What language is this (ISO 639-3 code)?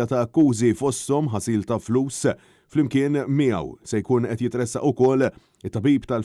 mlt